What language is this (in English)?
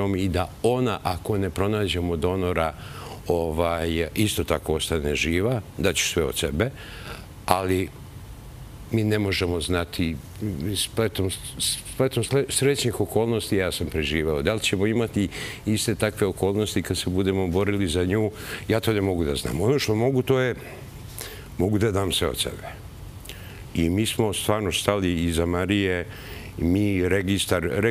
Serbian